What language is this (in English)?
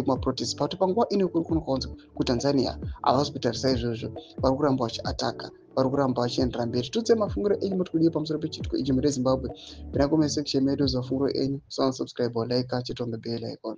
Shona